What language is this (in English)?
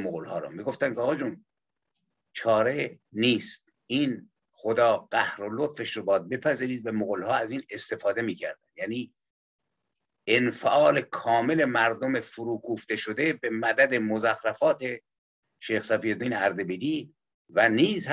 Persian